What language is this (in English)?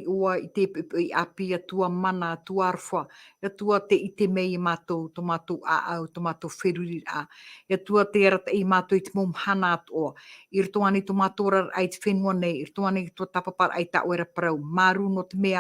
Tahitian